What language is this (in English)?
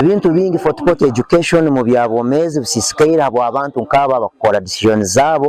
Nyankole